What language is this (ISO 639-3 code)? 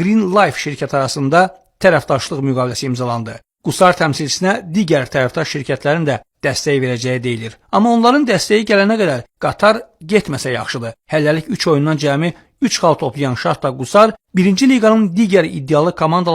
aze